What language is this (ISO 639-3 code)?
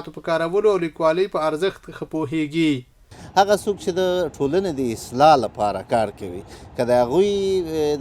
pus